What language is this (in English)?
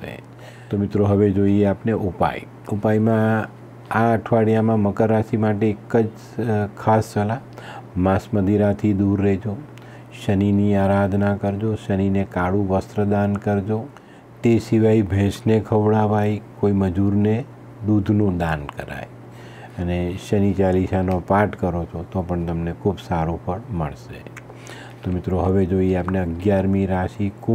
Gujarati